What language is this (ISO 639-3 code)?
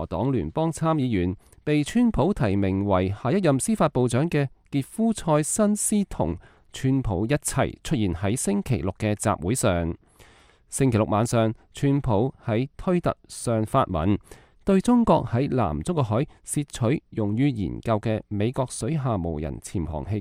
yue